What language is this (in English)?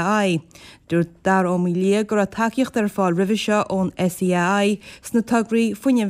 Irish